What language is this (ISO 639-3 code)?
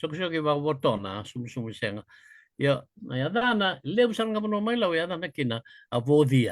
fij